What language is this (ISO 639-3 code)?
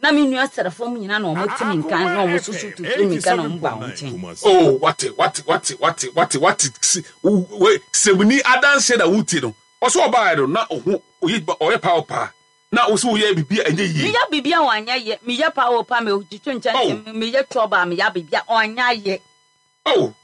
aka